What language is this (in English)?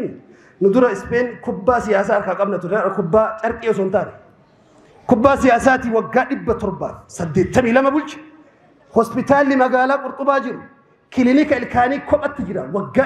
Oromo